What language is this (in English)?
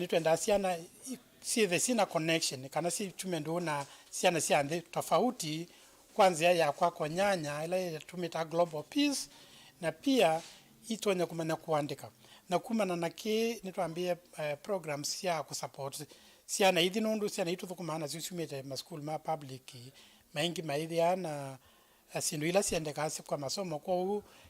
Kamba